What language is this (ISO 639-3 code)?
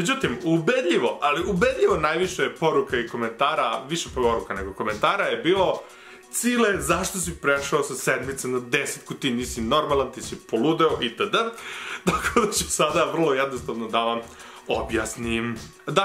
srp